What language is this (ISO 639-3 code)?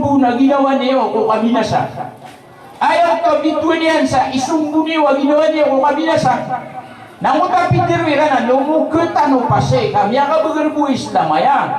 mrw